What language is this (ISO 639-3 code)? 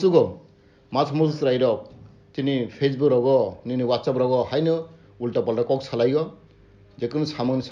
trp